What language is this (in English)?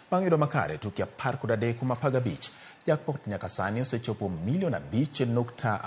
Luo (Kenya and Tanzania)